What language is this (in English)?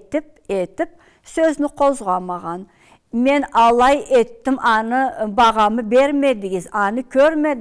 Karachay-Balkar